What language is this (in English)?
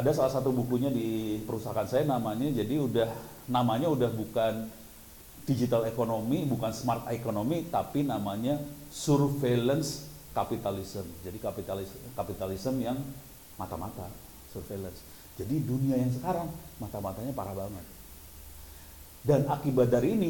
Indonesian